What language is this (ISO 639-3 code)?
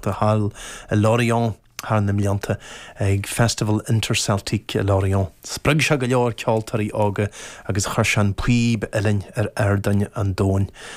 gle